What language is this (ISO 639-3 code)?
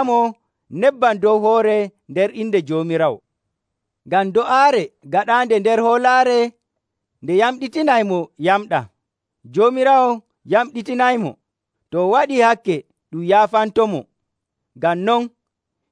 fuv